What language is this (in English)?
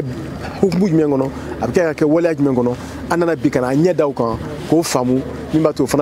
Bambara